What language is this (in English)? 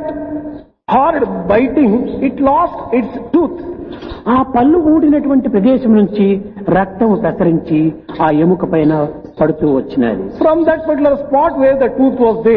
Telugu